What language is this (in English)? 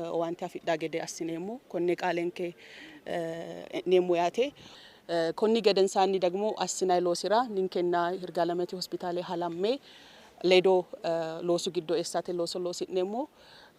Sidamo